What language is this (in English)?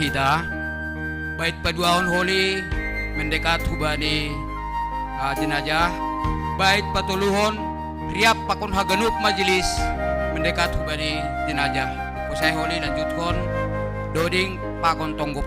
Batak Simalungun